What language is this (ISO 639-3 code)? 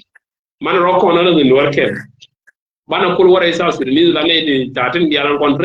nus